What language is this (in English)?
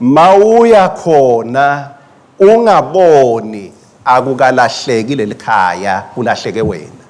Swati